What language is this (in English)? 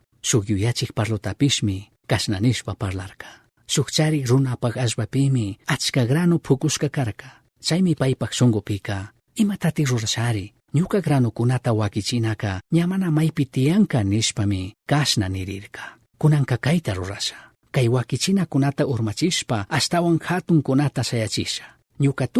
Chimborazo Highland Quichua